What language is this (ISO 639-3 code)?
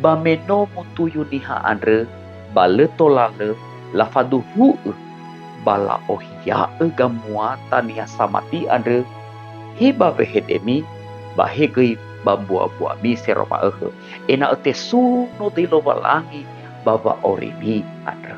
nia